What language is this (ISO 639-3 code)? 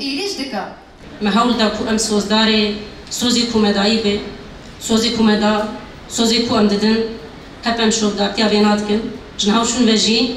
kur